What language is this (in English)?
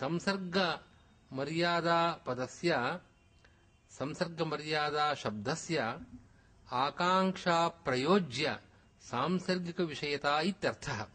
Sanskrit